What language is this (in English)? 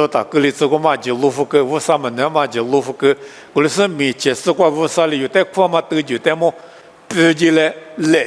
Lisu